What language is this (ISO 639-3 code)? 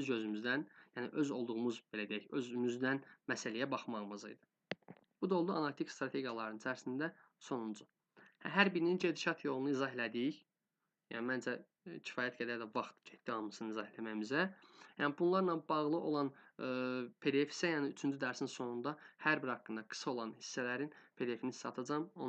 aze